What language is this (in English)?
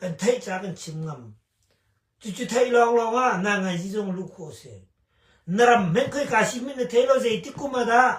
Hakha Chin